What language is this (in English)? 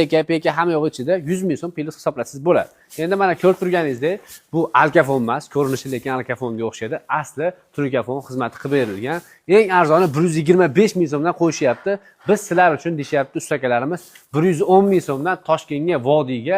Uzbek